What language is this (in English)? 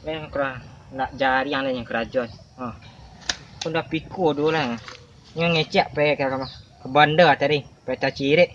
Minangkabau